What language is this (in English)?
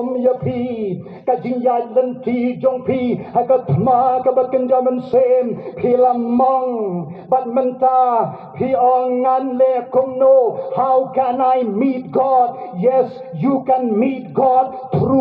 Khasi